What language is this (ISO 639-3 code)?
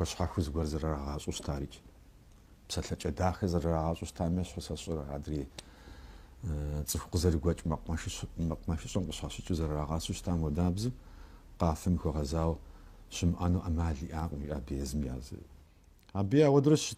kbd